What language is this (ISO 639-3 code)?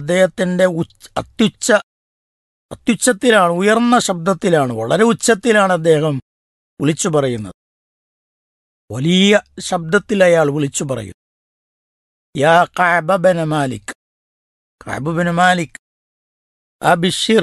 mal